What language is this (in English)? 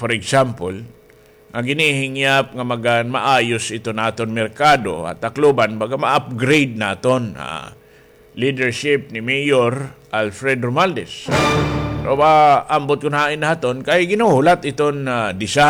Waray